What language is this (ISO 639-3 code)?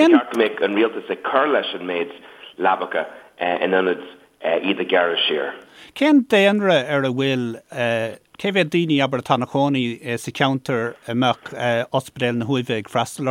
gle